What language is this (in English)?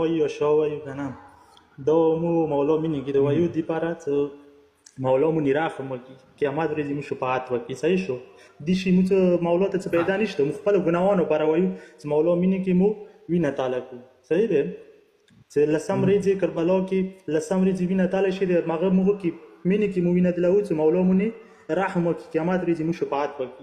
Pashto